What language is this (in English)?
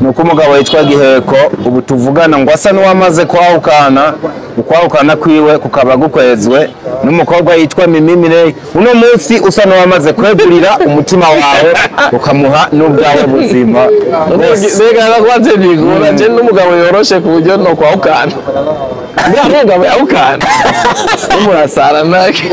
Rundi